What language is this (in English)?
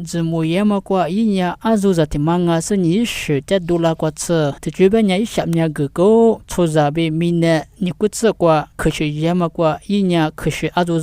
Lisu